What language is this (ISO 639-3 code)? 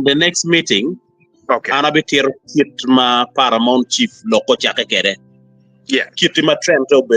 ach